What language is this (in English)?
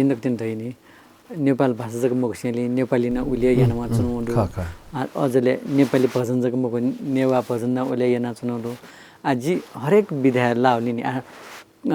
Newari